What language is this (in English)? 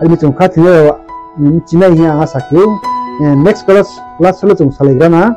Riang (India)